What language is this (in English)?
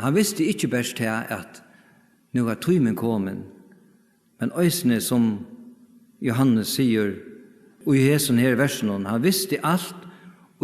Faroese